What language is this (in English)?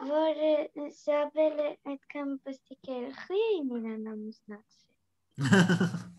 Armenian